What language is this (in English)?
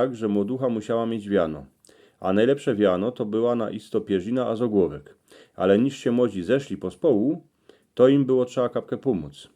Silesian